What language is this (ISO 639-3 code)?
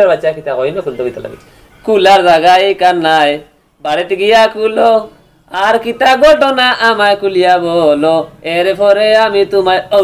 syl